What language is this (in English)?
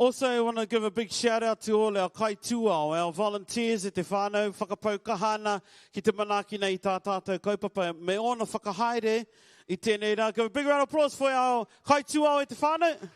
Māori